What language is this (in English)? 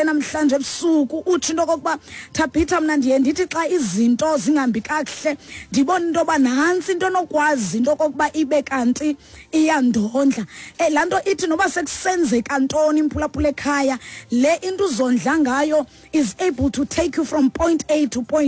Xhosa